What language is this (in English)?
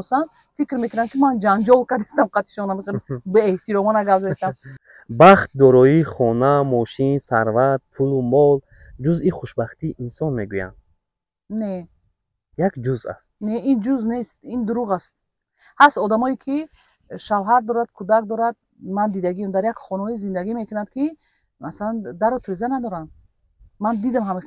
Tajik